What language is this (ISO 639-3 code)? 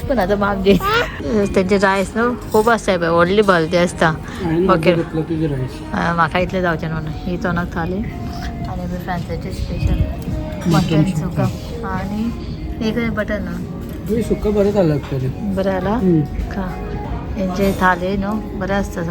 kok